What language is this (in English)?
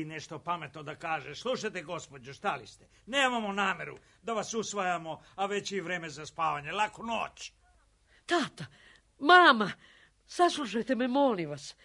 Serbian